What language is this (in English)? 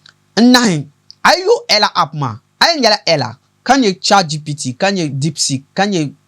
Dagbani